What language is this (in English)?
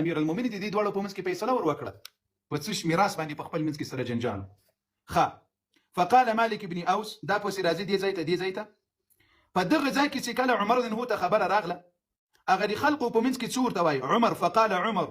Pashto